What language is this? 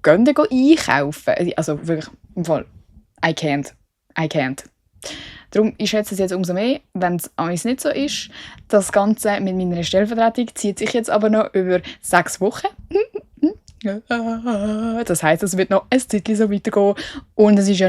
Swiss German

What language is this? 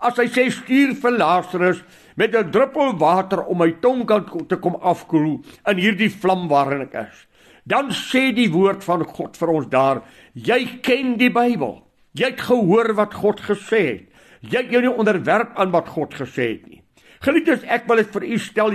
Afrikaans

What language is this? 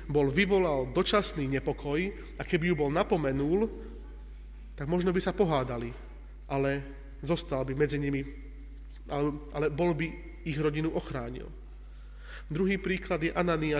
Slovak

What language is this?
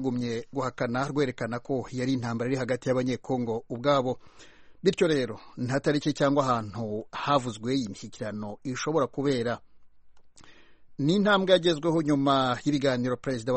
Kinyarwanda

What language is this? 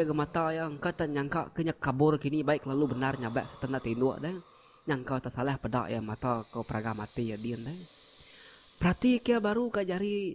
Iban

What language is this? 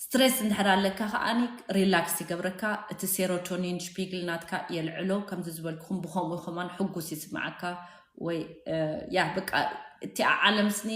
Tigrinya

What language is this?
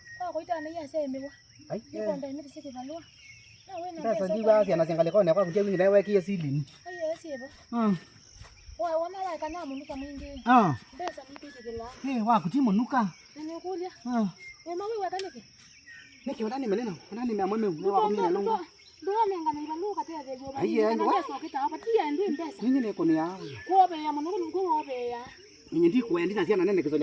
Kamba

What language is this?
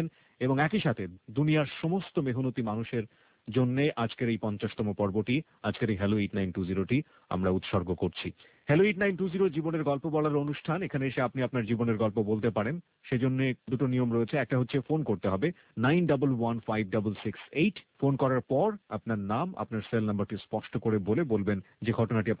Bangla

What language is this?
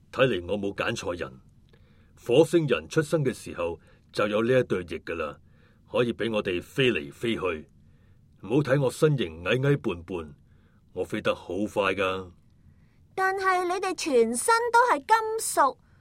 Cantonese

